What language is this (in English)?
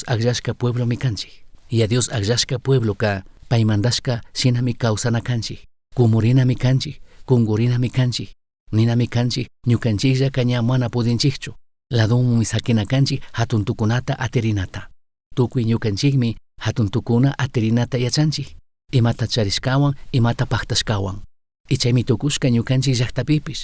Chimborazo Highland Quichua